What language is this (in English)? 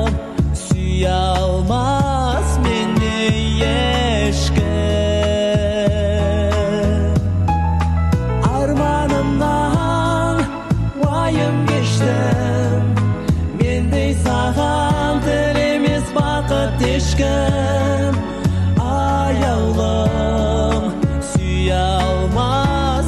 Kazakh